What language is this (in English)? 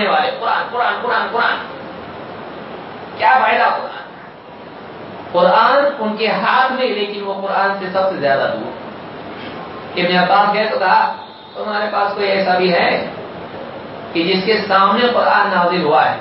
Urdu